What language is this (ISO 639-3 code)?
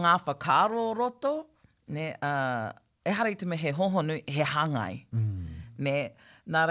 mri